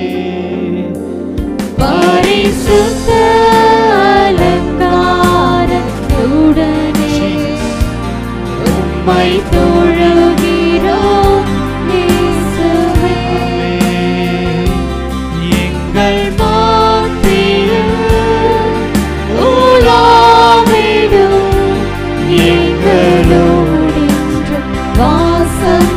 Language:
Tamil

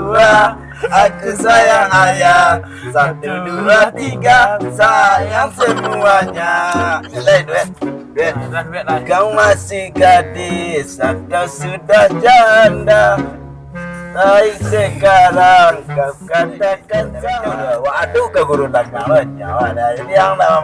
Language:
Minangkabau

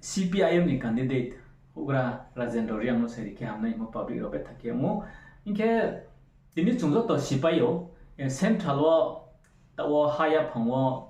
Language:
Riang (India)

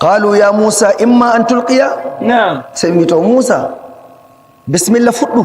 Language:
Nigerian Fulfulde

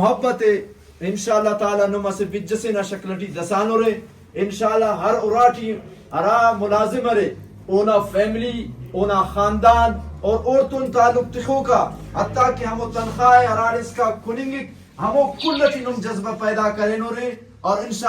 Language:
Brahui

